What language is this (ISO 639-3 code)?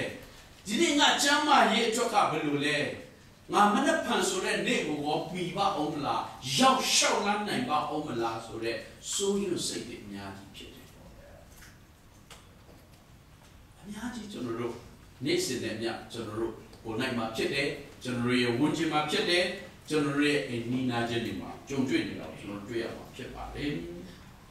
mya